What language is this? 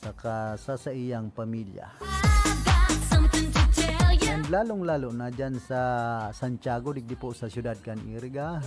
Bikol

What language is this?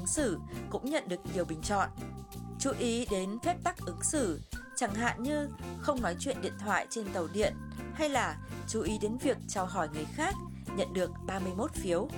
Vietnamese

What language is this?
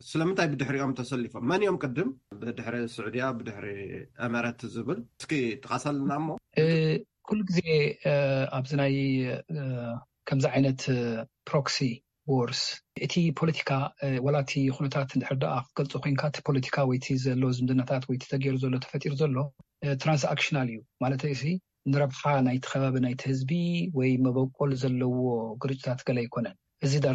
Tigrinya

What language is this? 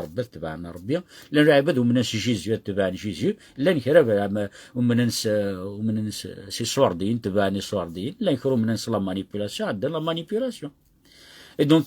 Kabyle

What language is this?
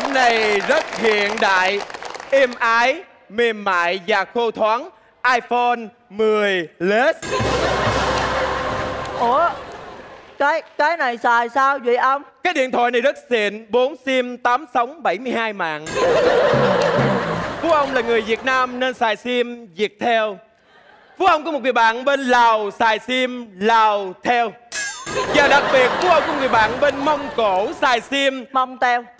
Vietnamese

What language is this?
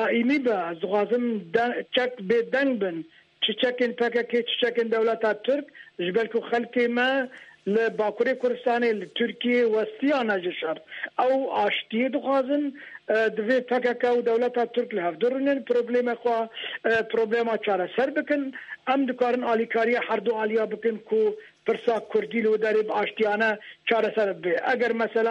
Kurdish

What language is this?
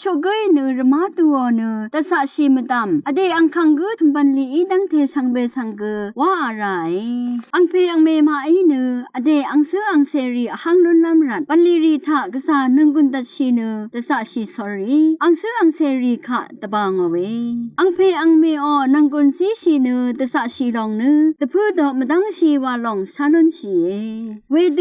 Rawang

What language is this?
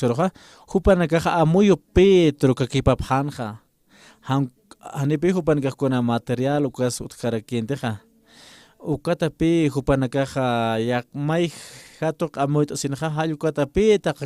Aymara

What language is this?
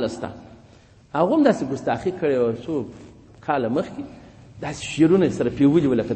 Pashto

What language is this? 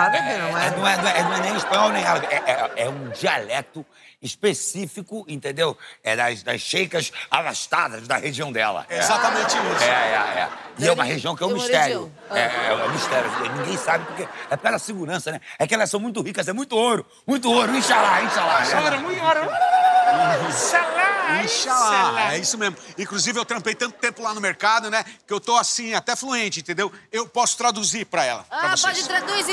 Portuguese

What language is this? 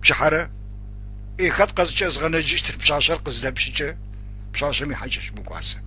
Adyghe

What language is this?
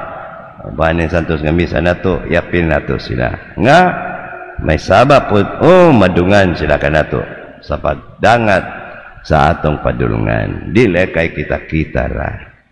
Cebuano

